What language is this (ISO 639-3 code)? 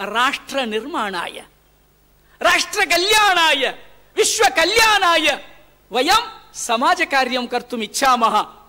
san